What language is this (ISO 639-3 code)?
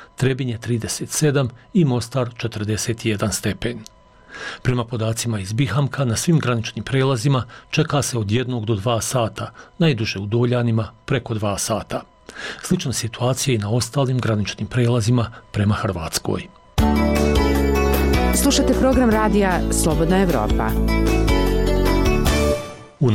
bos